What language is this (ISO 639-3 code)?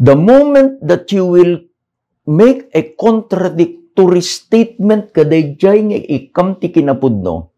ilo